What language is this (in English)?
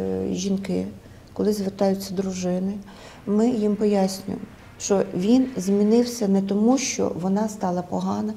Ukrainian